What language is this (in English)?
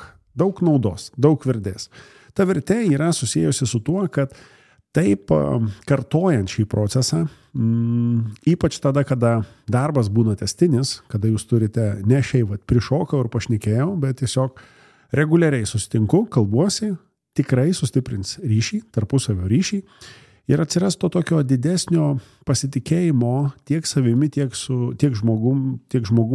Lithuanian